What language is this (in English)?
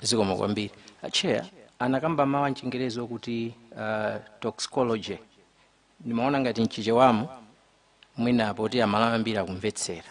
Nyanja